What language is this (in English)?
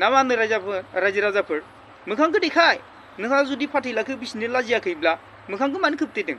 Bodo